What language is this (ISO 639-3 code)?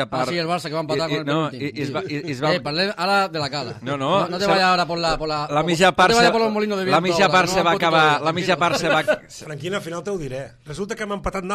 cat